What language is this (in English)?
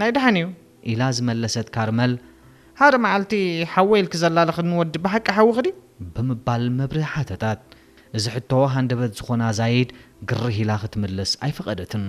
Tigrinya